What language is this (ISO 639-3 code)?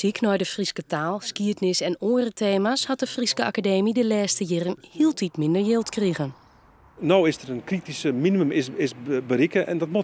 fry